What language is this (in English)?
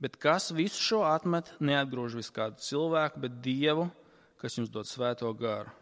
Latvian